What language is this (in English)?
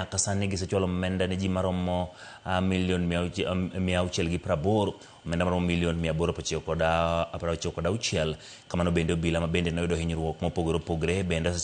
Luo (Kenya and Tanzania)